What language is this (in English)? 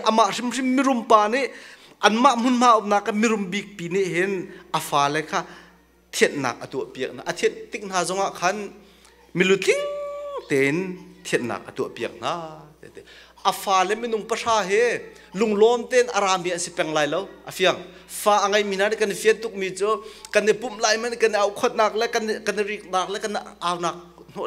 Hakha Chin